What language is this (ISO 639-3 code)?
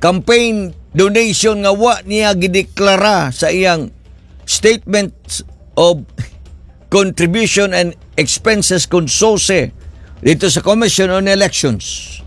ceb